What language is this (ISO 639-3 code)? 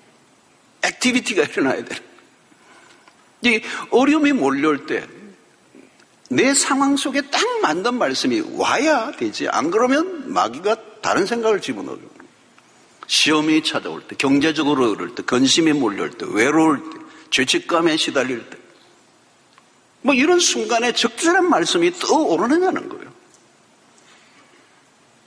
kor